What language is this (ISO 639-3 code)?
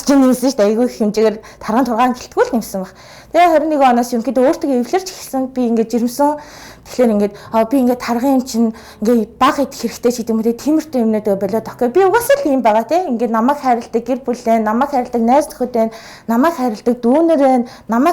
mon